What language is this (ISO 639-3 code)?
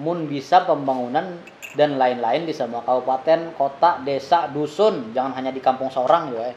bjn